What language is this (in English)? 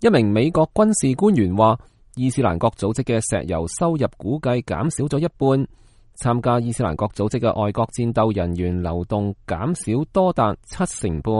Cantonese